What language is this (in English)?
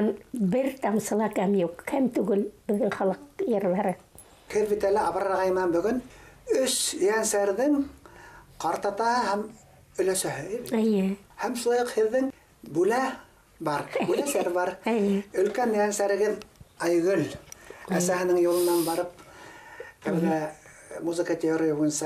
Bashkir